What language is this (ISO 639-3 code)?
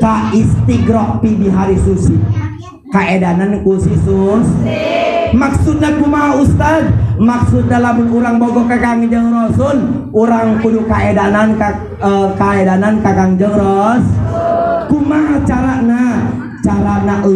sun